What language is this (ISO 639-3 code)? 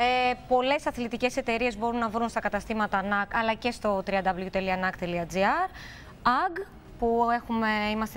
ell